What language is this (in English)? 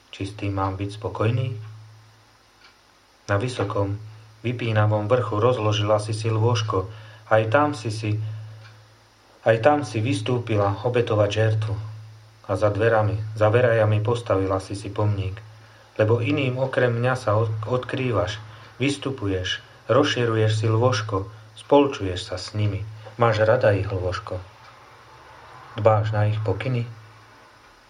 Slovak